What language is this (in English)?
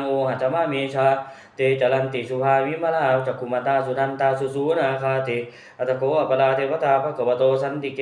Pali